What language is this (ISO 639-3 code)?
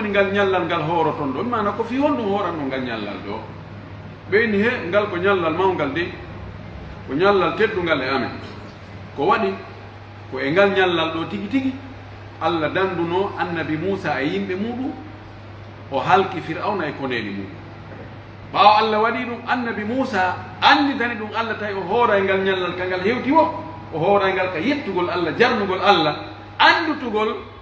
fuf